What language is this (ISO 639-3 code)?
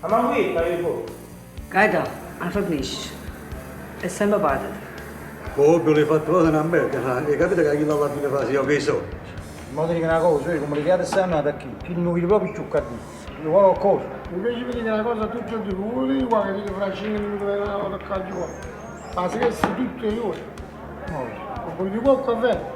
nap